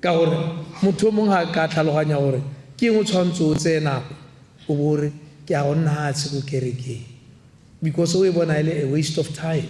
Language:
Tswana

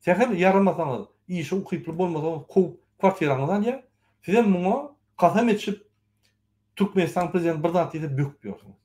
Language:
Turkmen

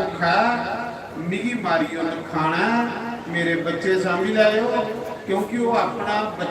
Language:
Dogri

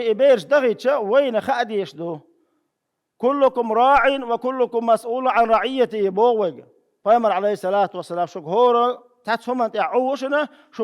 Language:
Chechen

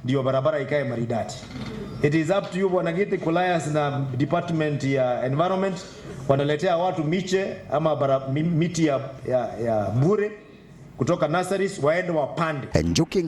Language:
Meru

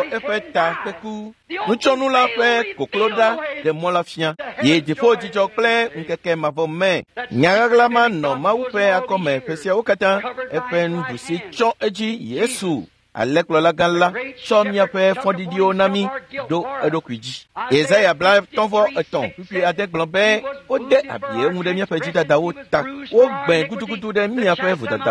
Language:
Ewe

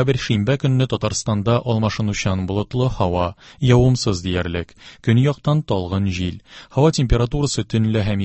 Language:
Tatar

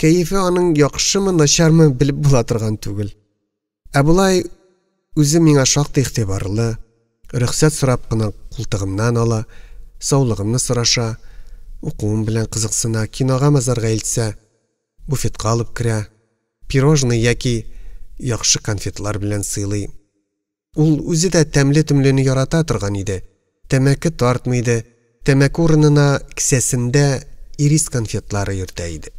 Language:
Tatar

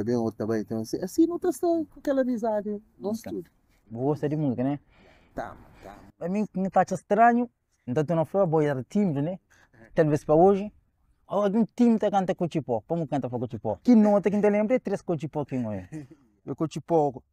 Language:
Kabuverdianu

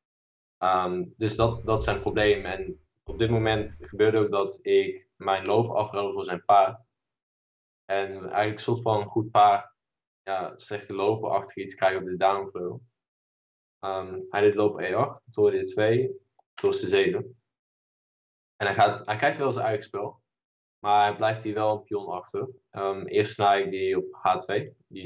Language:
Dutch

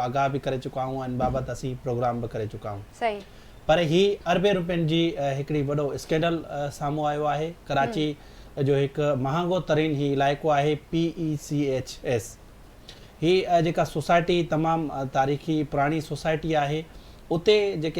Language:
Sindhi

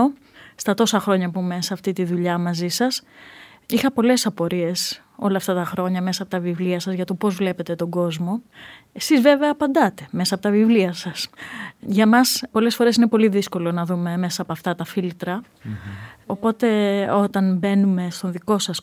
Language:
Greek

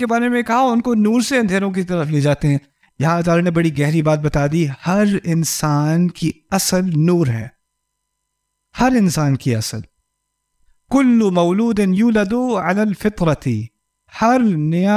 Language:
Urdu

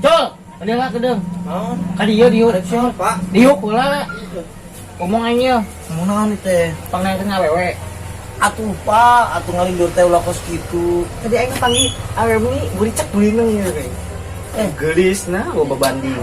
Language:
Sundanese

